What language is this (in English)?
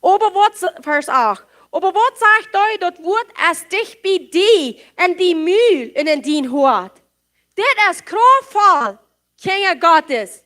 Plautdietsch